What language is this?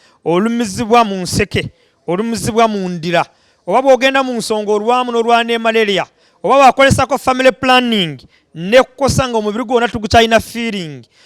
Ganda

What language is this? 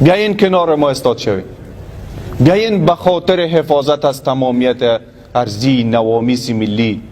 Persian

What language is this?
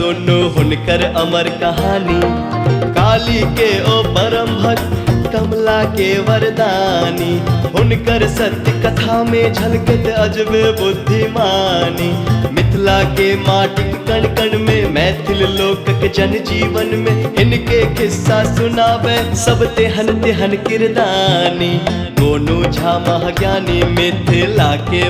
Maithili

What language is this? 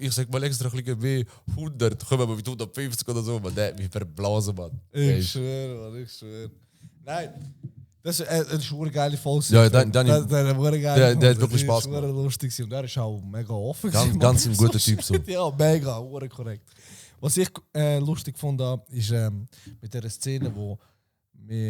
Swiss German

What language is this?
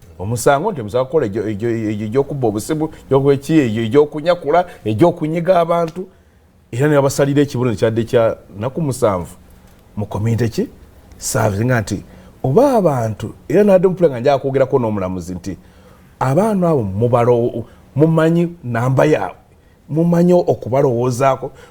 Ganda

